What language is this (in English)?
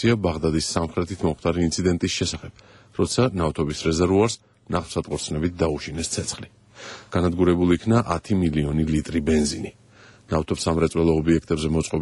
Georgian